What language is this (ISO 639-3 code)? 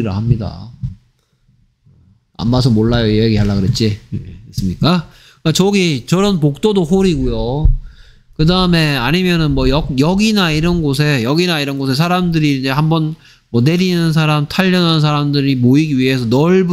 kor